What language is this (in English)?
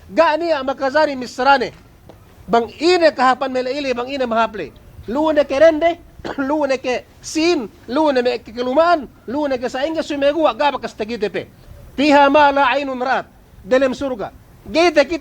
Yakan